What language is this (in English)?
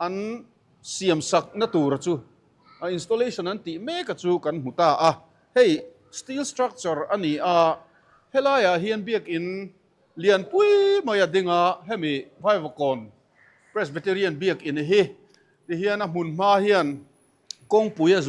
Mizo